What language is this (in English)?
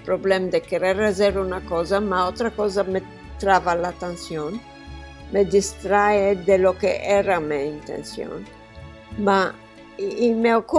Ladino